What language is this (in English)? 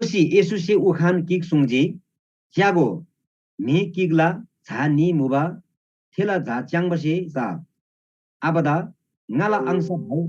Eastern Tamang